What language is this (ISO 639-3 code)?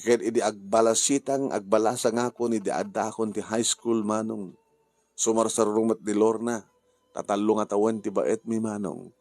ilo